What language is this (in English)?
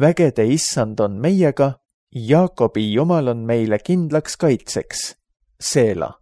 Estonian